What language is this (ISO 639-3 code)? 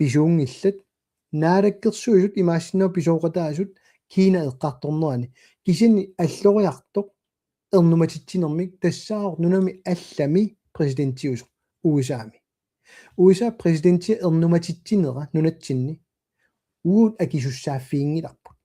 kal